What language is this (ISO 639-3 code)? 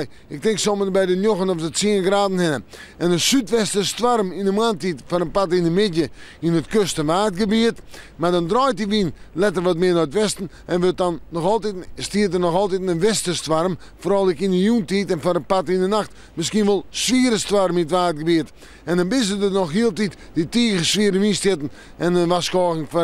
fry